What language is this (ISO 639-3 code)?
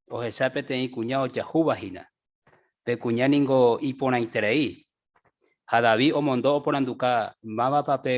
grn